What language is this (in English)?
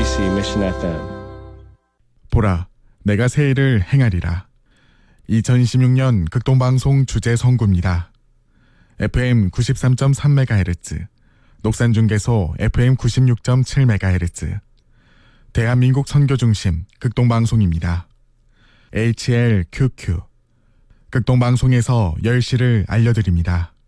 Korean